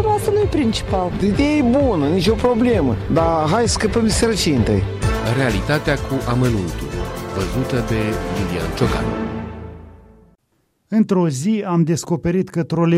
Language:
Romanian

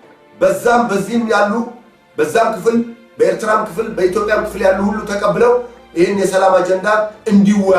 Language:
Amharic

